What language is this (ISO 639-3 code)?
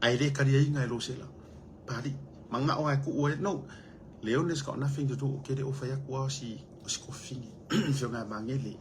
smo